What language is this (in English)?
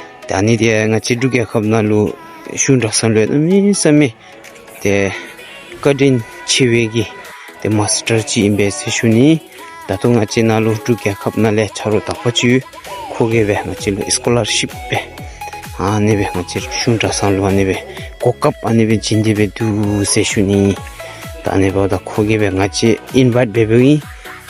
Dzongkha